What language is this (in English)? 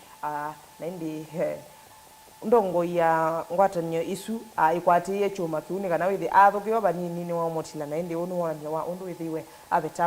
Kamba